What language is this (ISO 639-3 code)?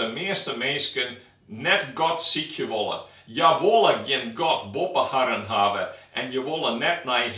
fry